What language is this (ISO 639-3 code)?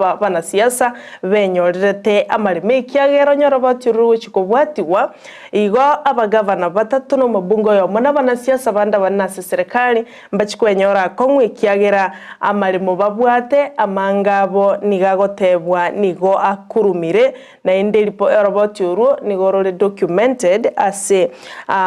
guz